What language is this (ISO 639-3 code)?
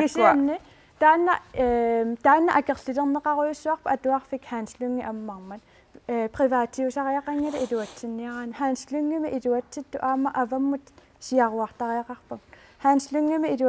kal